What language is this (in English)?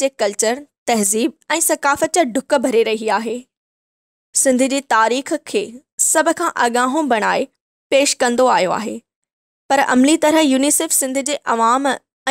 Sindhi